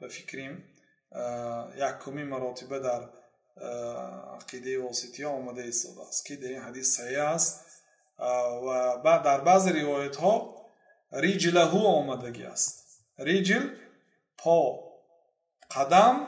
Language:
Persian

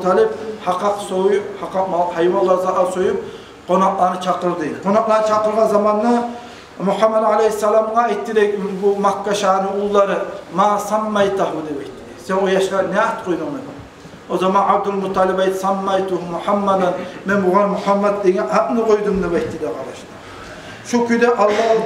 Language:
Kumyk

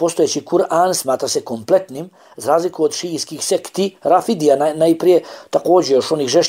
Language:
Bosnian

